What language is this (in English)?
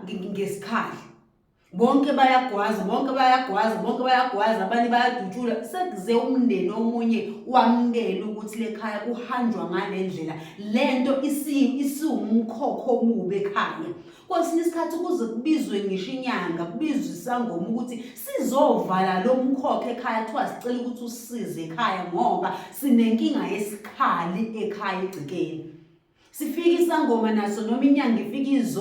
Zulu